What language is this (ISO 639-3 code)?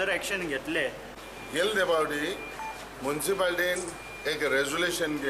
kok